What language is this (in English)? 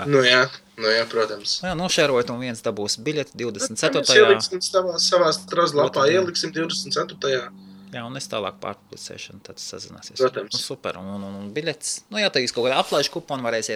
Latvian